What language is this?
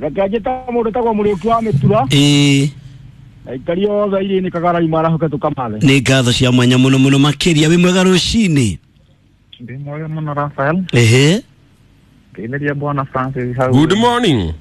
Kikuyu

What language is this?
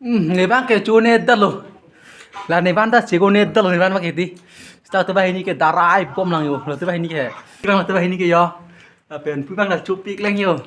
Karbi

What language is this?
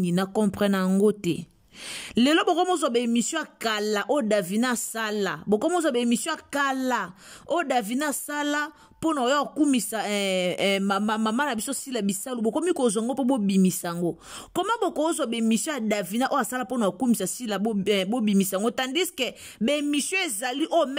Lingala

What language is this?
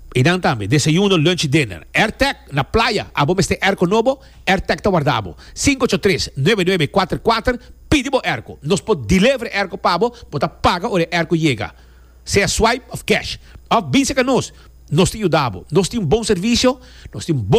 Papiamento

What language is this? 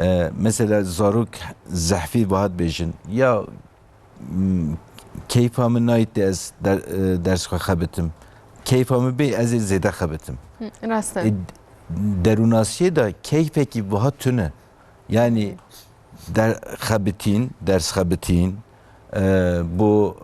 Kurdish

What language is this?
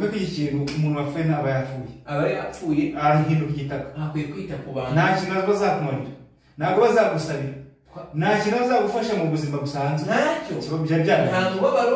Kinyarwanda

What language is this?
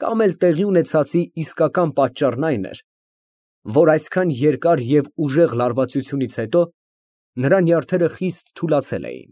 Armenian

